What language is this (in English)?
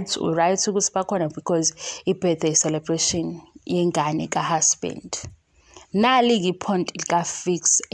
Zulu